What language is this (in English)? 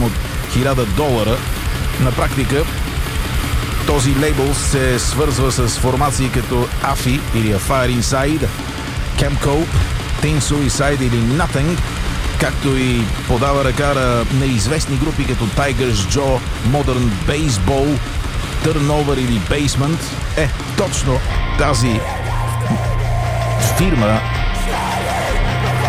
Bulgarian